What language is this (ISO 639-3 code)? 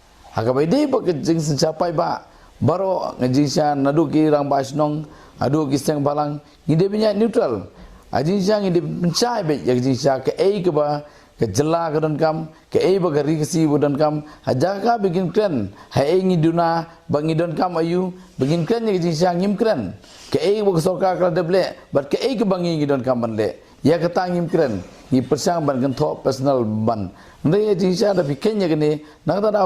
kha